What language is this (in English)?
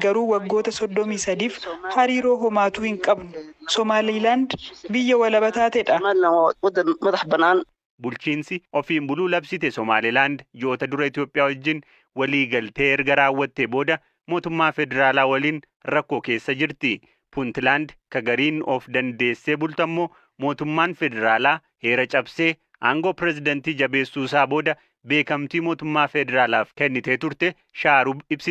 Oromo